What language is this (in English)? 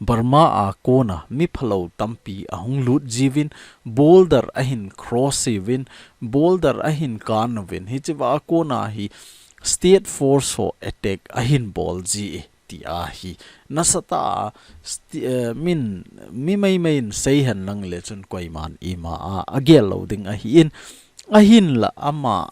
Thado Chin